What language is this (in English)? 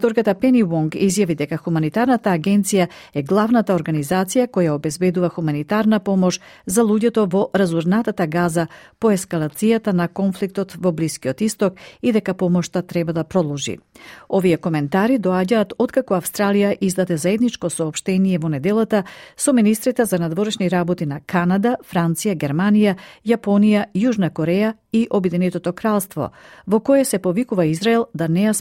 Macedonian